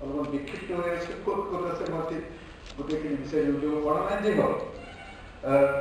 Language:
Assamese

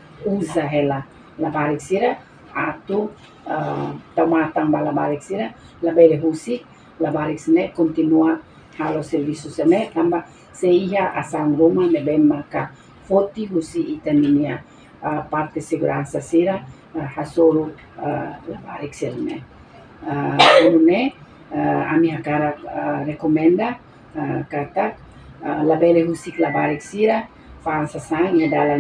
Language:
Tetum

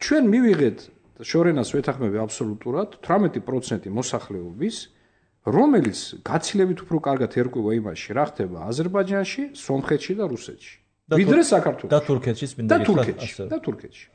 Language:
Georgian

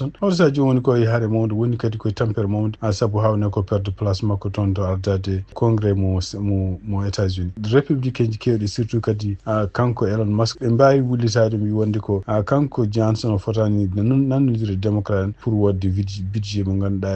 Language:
Fula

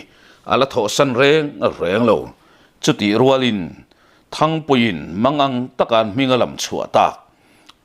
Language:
Mizo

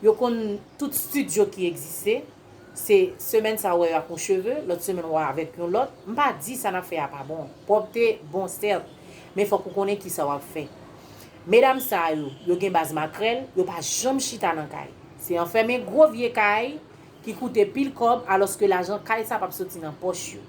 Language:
Haitian Creole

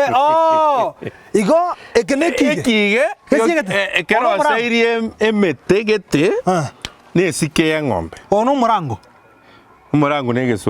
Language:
Gusii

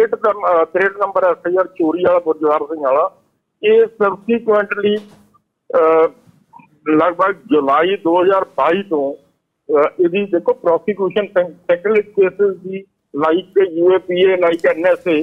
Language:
Punjabi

